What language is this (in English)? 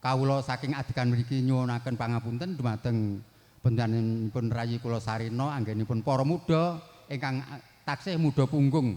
Javanese